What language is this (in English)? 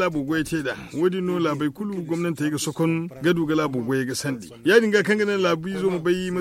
Zarma